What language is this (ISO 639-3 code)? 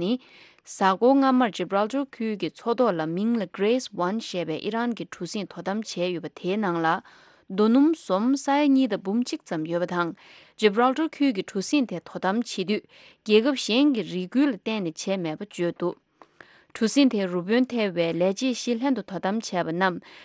bod